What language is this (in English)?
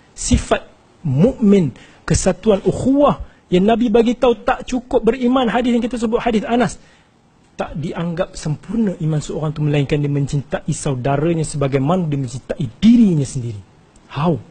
Malay